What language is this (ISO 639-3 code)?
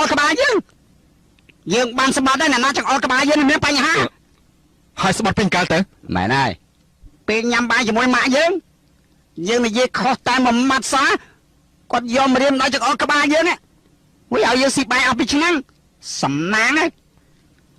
khm